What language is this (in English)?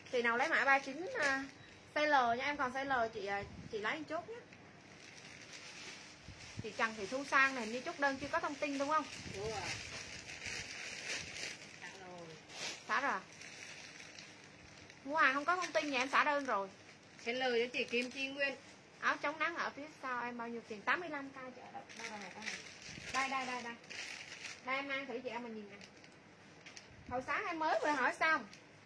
Vietnamese